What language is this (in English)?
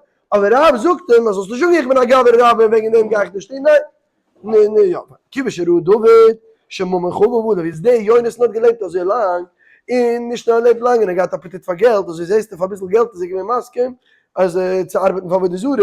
Yiddish